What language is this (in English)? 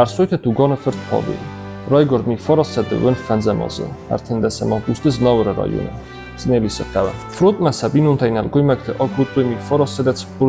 Ossetic